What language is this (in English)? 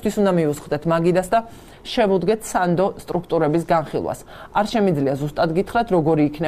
Georgian